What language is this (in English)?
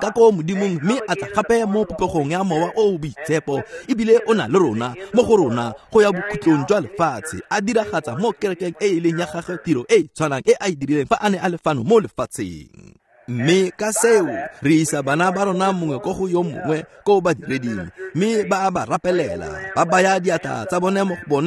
Tswana